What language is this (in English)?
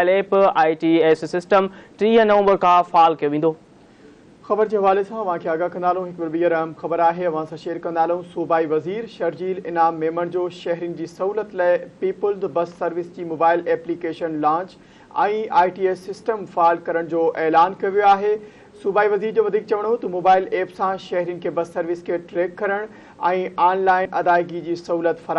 Sindhi